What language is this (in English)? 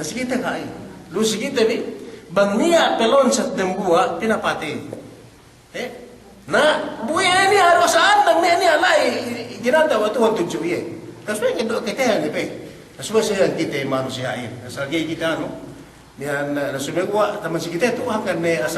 Yakan